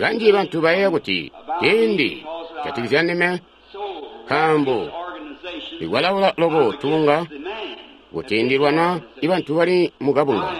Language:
Tonga (Zambia)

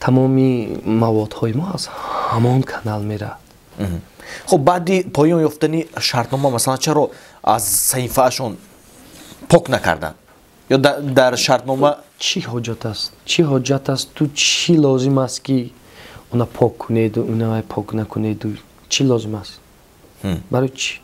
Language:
Tajik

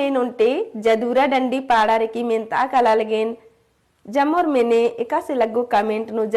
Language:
Kurukh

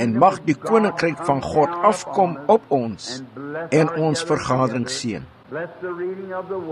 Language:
Afrikaans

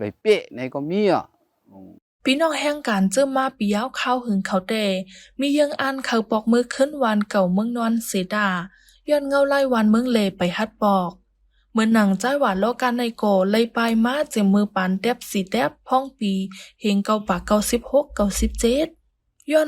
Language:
Shan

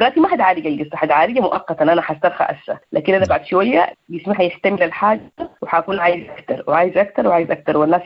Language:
Sudanese Arabic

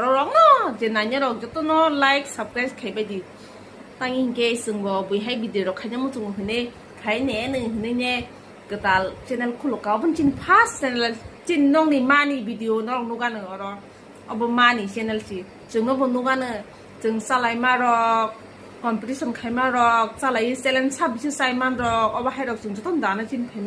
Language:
Kok Borok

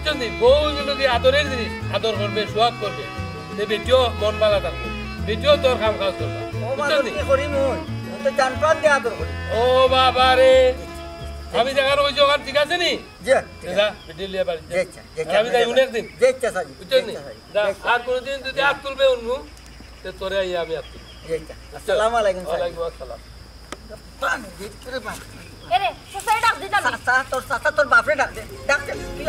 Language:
Sylheti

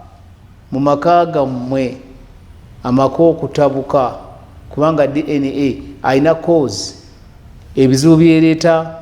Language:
Ganda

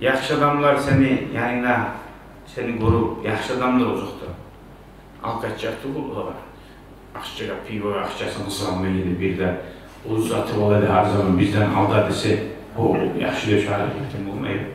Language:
Kumyk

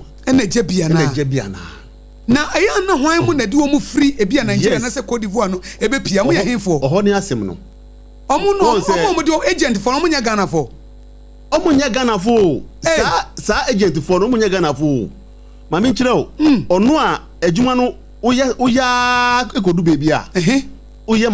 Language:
Akan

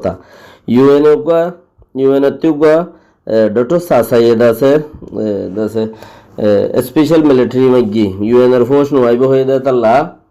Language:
Rohingya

